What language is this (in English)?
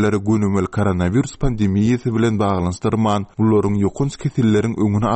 Turkmen